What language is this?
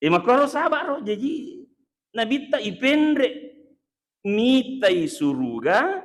Buginese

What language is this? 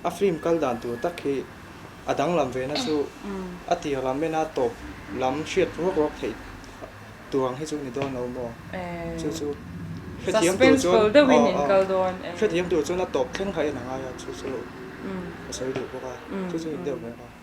Mizo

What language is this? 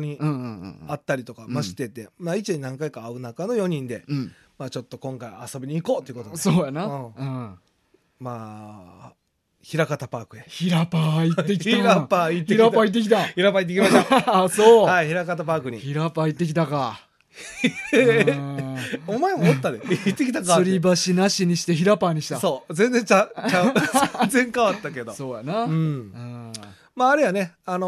Japanese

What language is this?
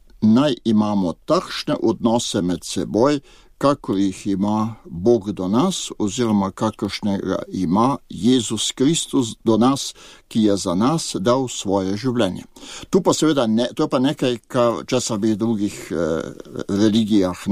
Slovenian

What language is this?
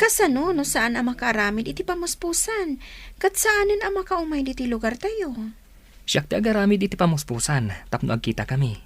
Iloko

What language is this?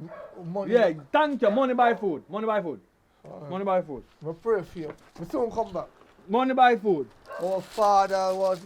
Jamaican Creole English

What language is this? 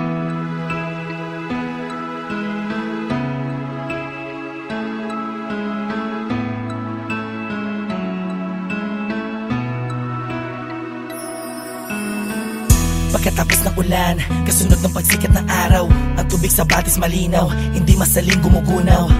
Filipino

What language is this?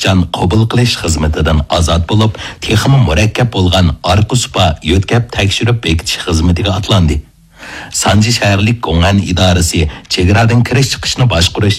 Uyghur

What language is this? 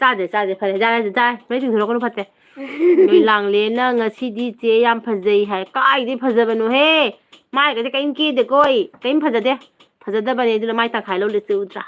Manipuri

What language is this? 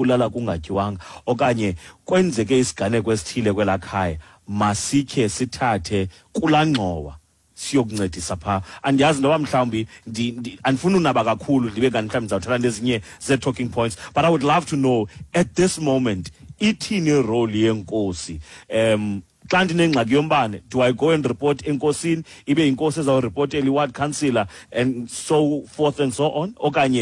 Xhosa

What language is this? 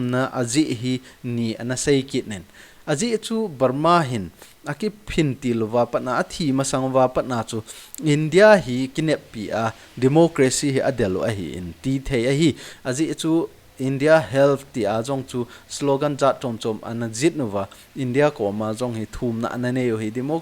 Thado Chin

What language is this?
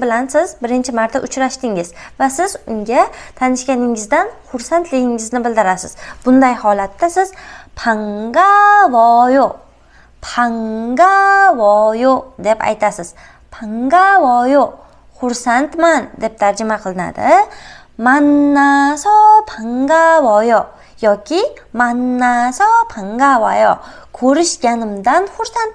Uzbek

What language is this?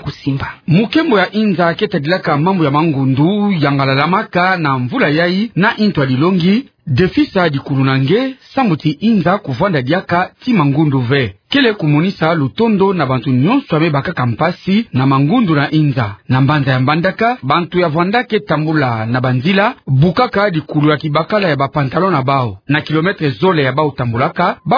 Kituba (Democratic Republic of Congo)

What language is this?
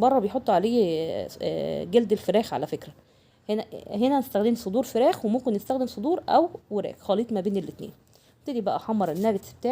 Egyptian Arabic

